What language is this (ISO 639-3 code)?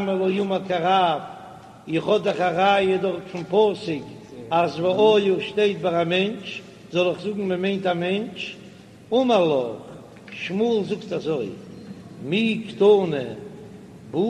yid